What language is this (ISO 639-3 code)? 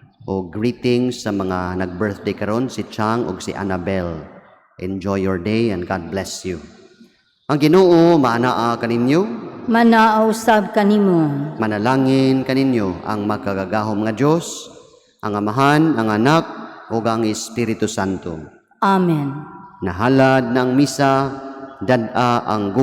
ceb